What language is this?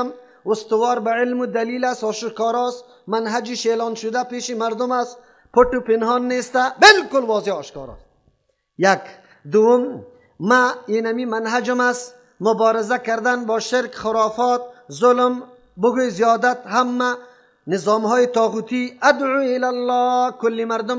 Persian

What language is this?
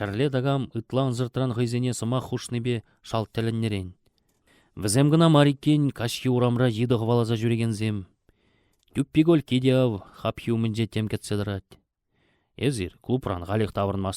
Chuvash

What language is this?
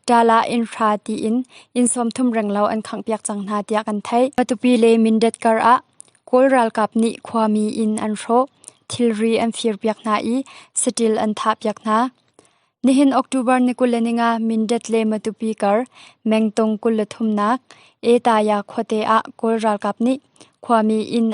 Hakha Chin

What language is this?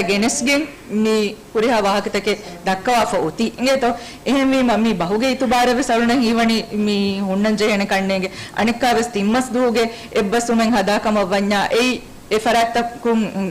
Divehi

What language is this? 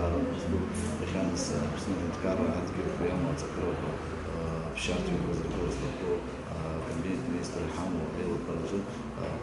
Abkhazian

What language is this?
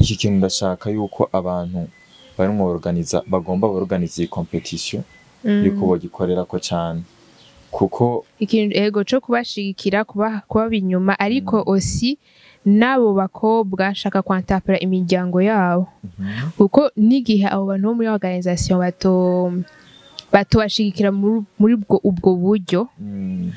Rundi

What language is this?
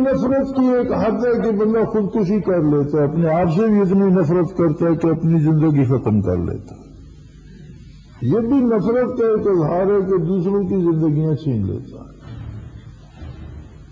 Urdu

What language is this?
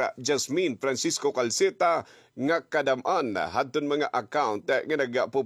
Waray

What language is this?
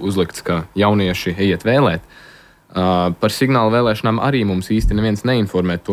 Latvian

